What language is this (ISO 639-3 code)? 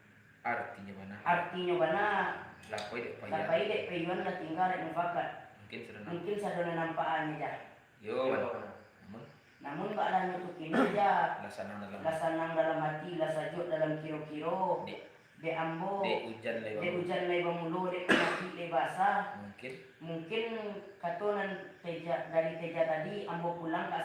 min